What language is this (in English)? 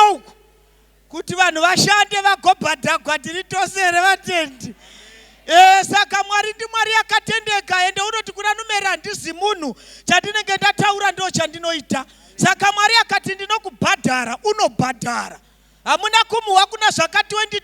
Shona